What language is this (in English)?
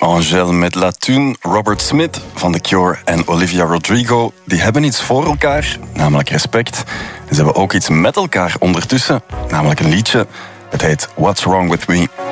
Dutch